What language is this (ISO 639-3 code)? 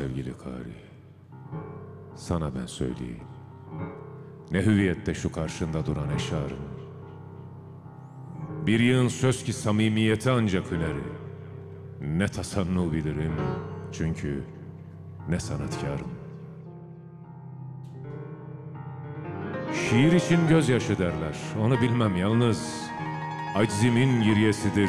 tur